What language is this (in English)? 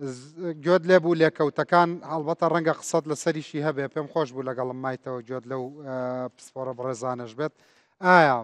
Central Kurdish